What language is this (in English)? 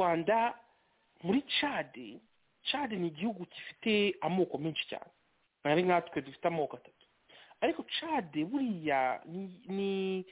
Kinyarwanda